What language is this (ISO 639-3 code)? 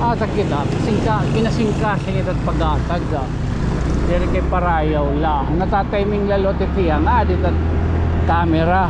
war